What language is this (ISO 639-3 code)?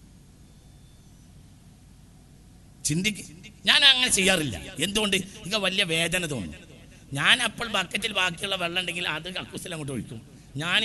mal